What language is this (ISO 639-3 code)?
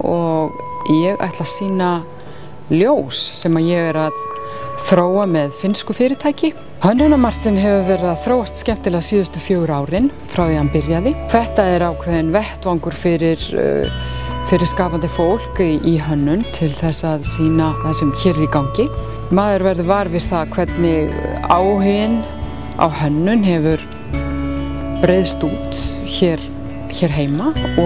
isl